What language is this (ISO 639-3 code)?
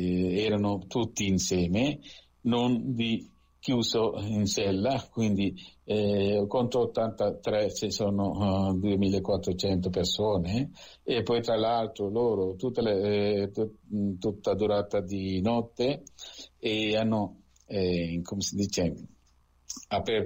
ita